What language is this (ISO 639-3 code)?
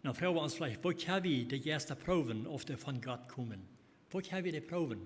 pdt